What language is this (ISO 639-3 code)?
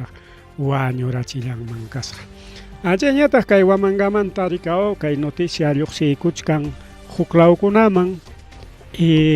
quy